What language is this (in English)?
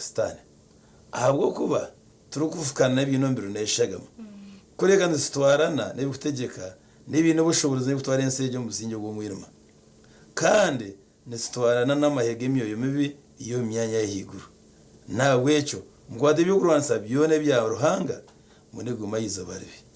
Nyankole